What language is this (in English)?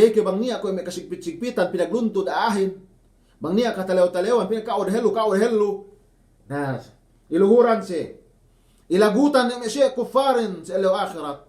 Yakan